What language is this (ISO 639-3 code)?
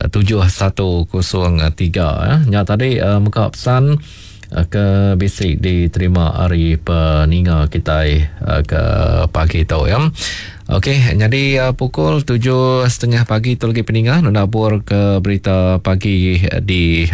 iba